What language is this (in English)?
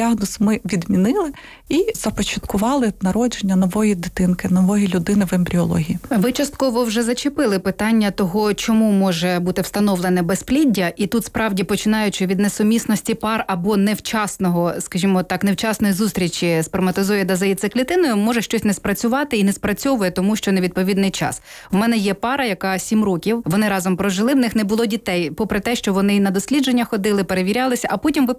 Ukrainian